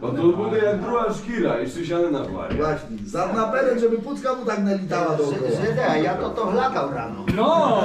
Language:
Rusyn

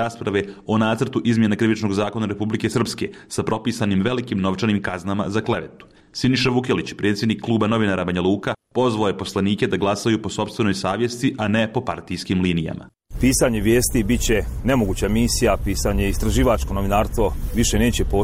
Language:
Serbian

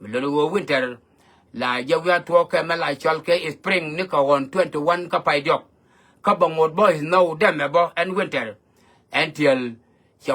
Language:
Nuer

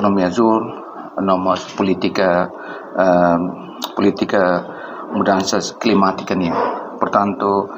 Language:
Tetum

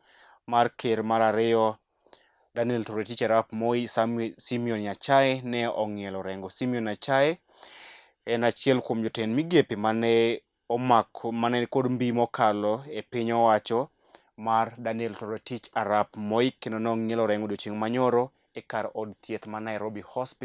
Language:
Luo (Kenya and Tanzania)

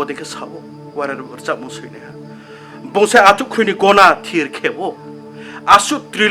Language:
Riang (India)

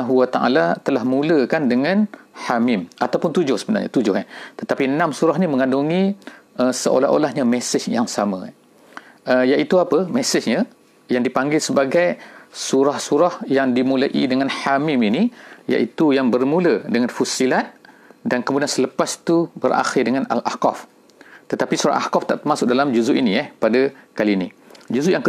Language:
Malay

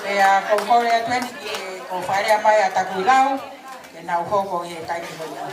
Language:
Tongan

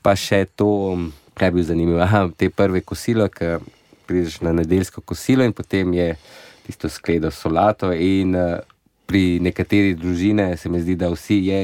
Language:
Slovenian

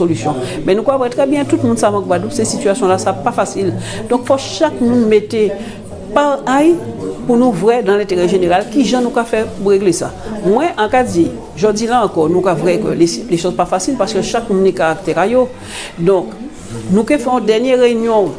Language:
Guadeloupean Creole French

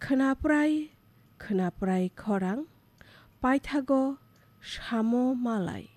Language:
Kok Borok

